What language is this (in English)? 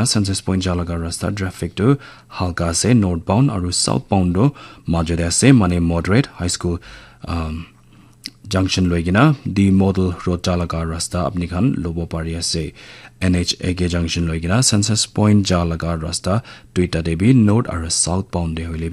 Naga Pidgin